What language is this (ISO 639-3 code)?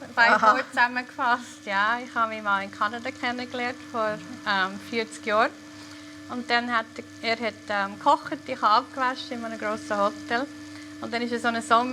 gsw